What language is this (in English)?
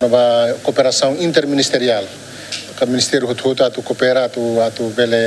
Tetum